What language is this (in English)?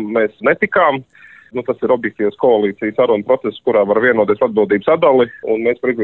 Latvian